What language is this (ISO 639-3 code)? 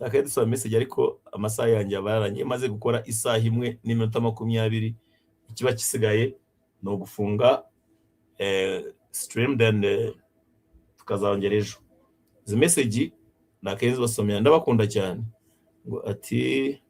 kin